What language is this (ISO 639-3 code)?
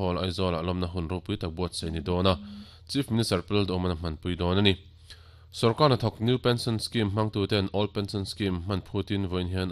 lus